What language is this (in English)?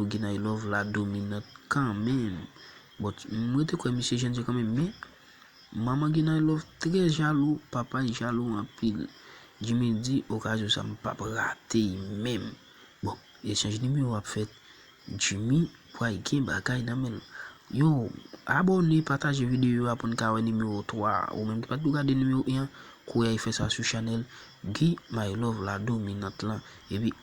Haitian Creole